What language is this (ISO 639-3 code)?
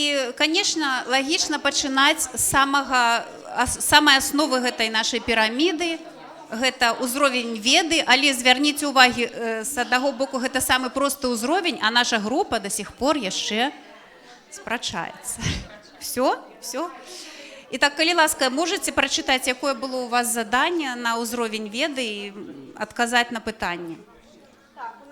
bel